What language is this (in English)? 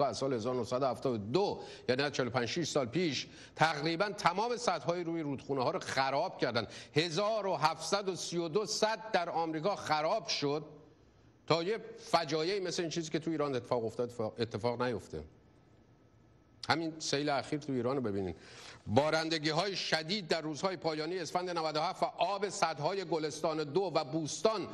Persian